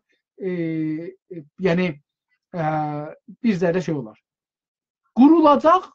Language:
South Azerbaijani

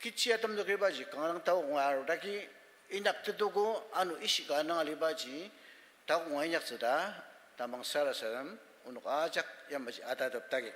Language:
Ao Naga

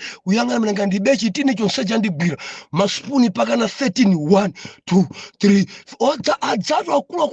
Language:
Nyanja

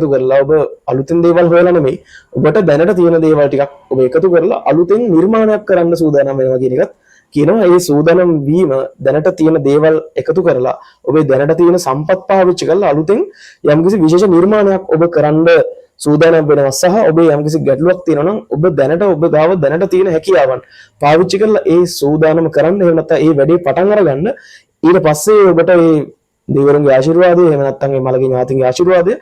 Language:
Sinhala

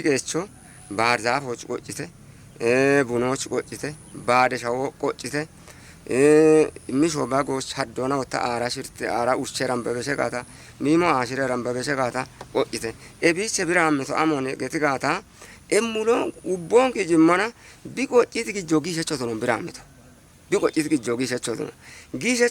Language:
Kafa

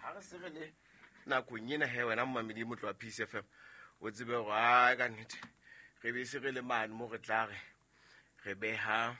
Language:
Southern Sotho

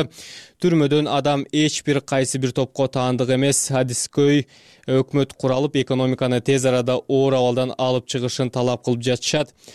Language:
Kyrgyz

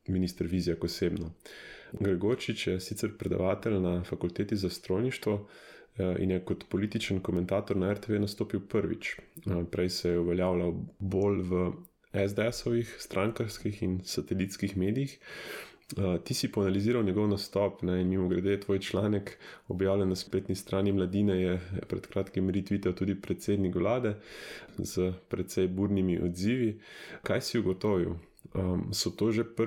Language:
Slovenian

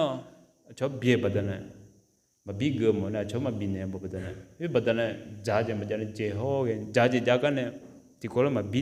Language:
Akha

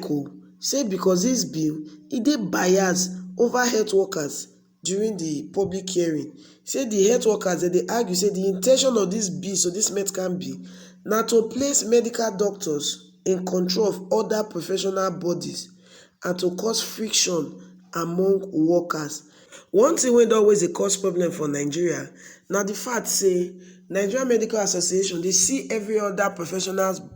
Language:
Nigerian Pidgin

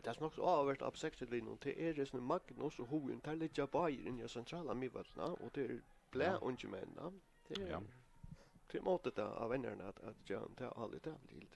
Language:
Faroese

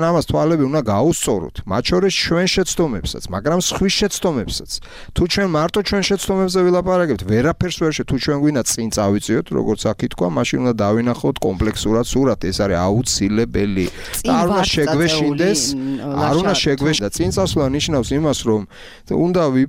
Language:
Georgian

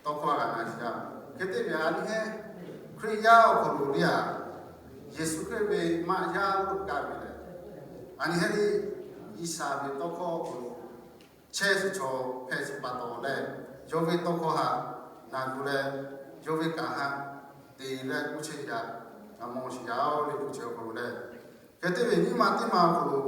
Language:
Lahu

